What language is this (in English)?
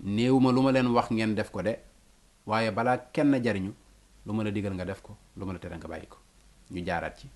Wolof